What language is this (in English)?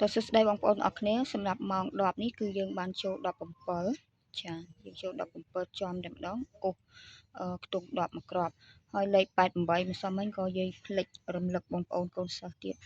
Khmer